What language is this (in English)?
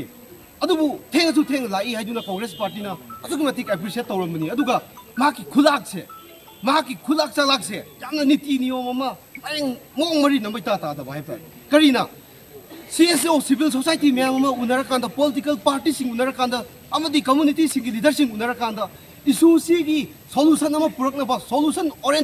Manipuri